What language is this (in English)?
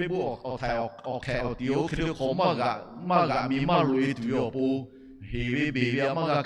Lahu